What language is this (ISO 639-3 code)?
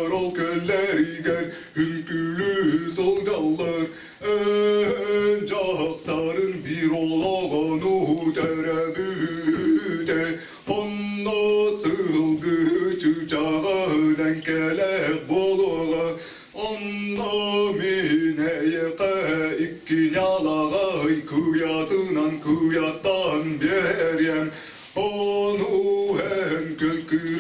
sah